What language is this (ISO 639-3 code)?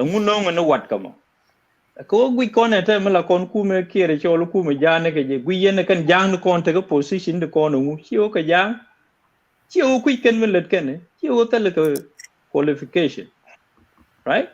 nus